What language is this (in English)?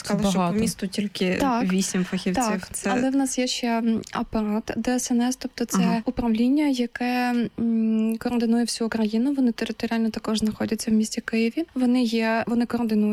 Ukrainian